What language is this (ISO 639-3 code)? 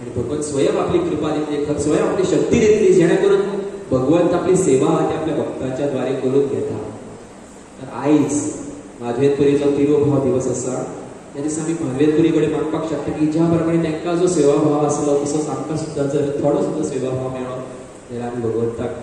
kok